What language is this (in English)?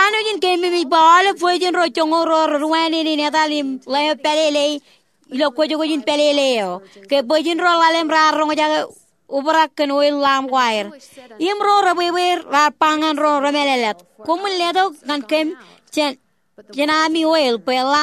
Marshallese